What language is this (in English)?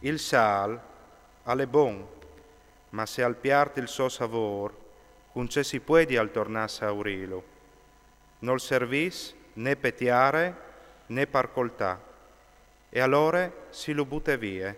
Friulian